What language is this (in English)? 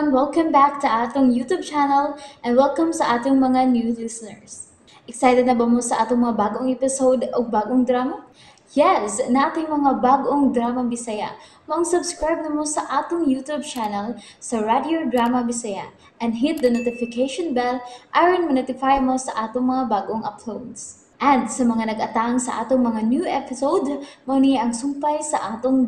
Cebuano